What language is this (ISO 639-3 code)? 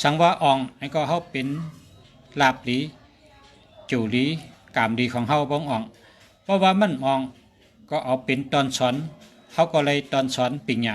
shn